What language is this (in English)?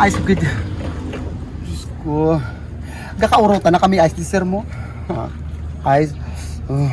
Hiligaynon